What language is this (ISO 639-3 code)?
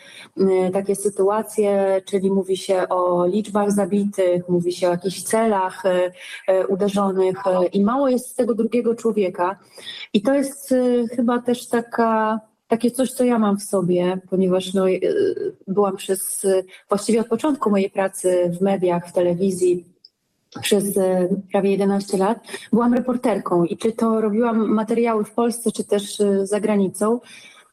pol